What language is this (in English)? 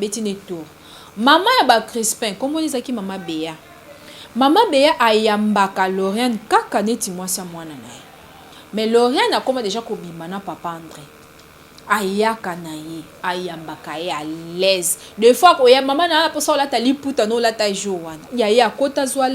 Lingala